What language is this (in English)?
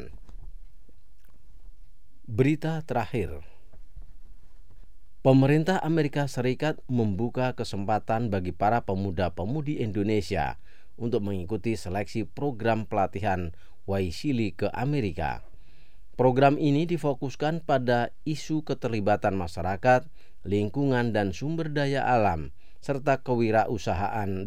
Indonesian